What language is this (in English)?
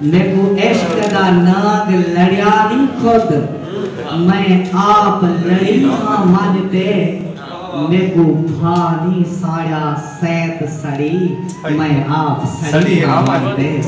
Saraiki